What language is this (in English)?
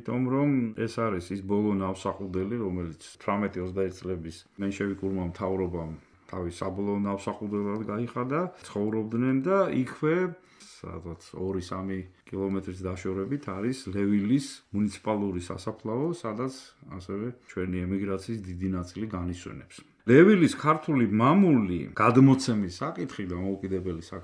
Georgian